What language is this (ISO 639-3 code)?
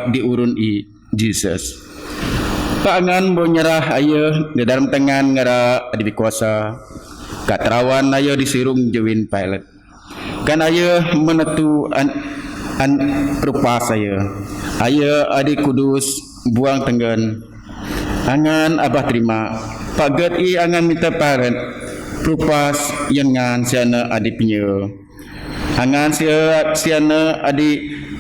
bth